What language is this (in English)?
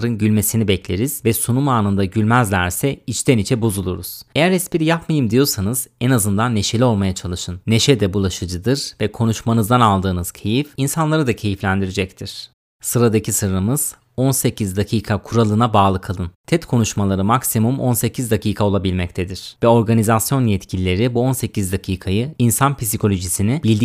Turkish